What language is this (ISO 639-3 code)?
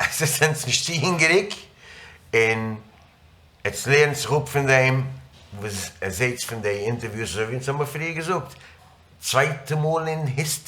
yid